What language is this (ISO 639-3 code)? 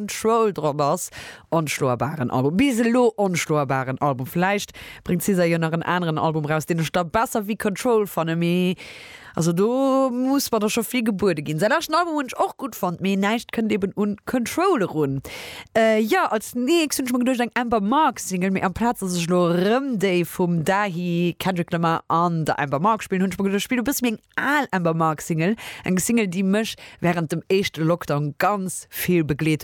ltz